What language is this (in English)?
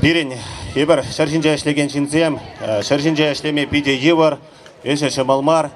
Chuvash